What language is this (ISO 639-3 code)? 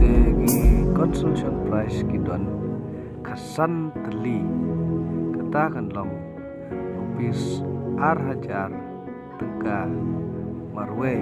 kha